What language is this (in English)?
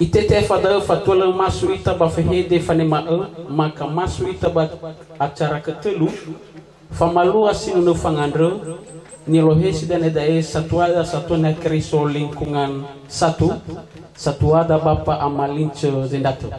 Nias